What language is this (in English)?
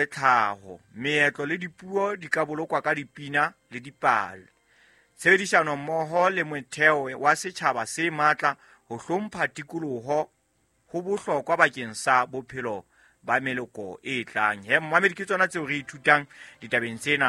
Southern Sotho